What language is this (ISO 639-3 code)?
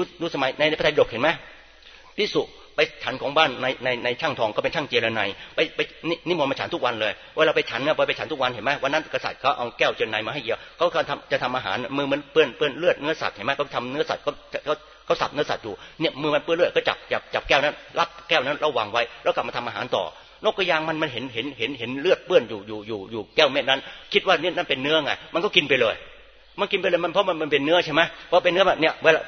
tha